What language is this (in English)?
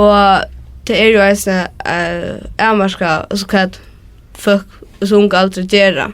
Faroese